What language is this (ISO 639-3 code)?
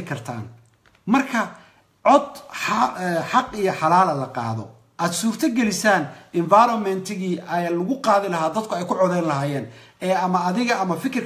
som